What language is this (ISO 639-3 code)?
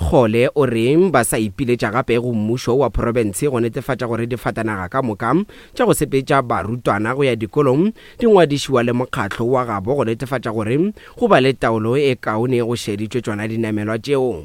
nso